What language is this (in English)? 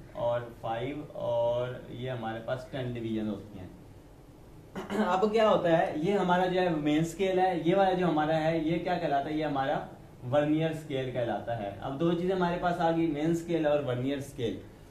Hindi